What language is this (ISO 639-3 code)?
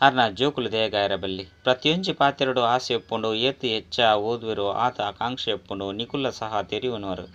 tcy